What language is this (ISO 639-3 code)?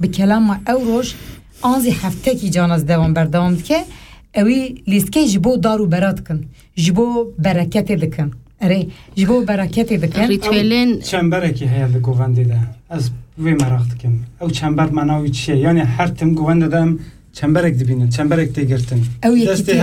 kur